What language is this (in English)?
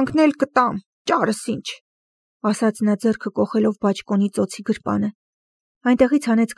Armenian